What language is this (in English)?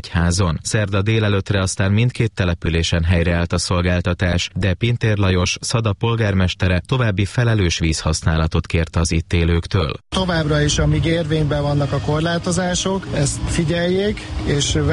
Hungarian